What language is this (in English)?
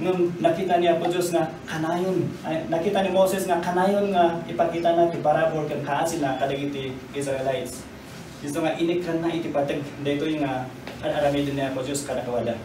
Iloko